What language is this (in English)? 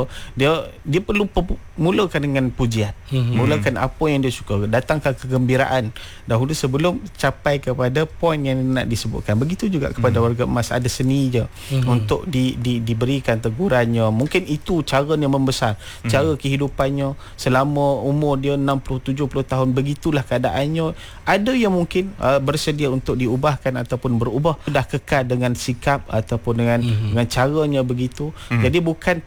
Malay